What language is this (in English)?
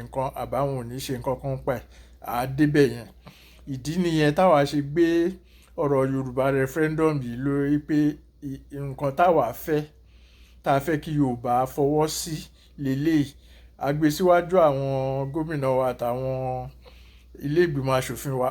Yoruba